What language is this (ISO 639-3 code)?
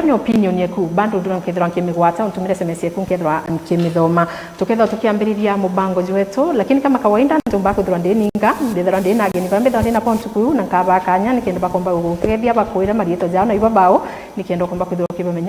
mer